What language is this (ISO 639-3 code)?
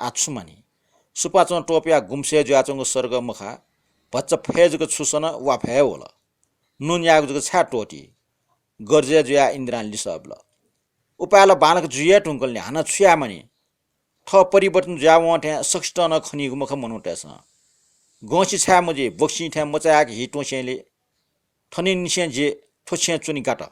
new